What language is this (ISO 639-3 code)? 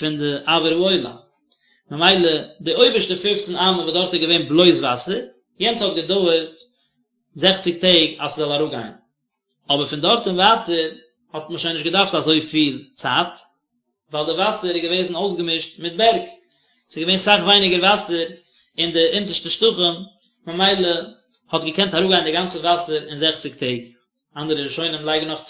yid